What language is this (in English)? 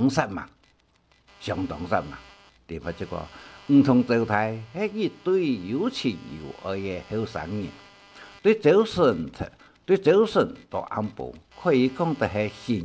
Hakka Chinese